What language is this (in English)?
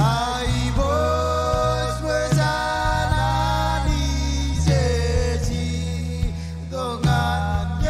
Marshallese